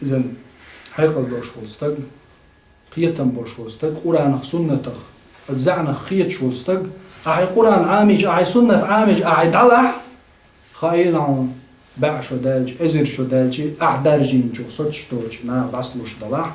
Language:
Chechen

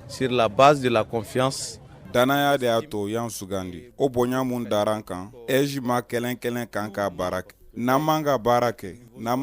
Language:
Bambara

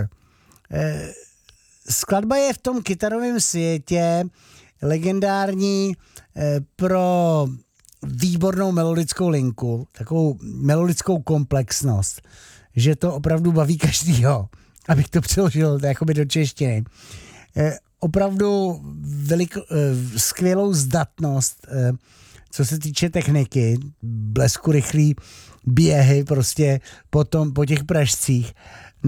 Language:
Czech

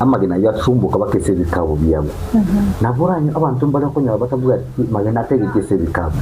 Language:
Gusii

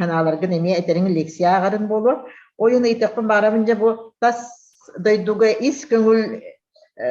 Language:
Yakut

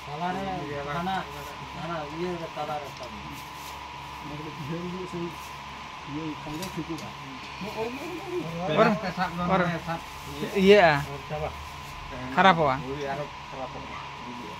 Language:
Santali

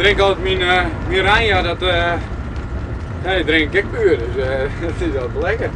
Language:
Western Frisian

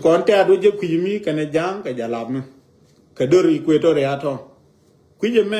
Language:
Nuer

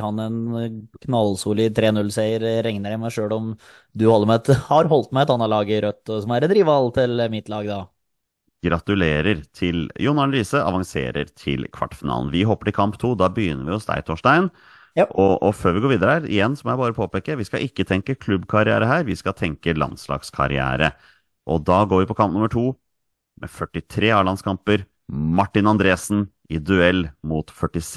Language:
Norwegian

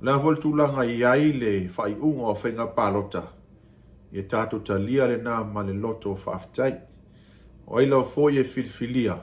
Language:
Samoan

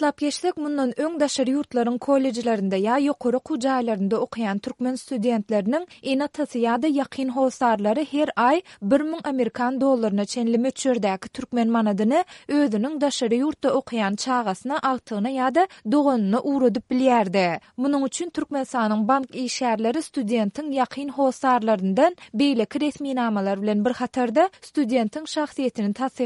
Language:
Turkmen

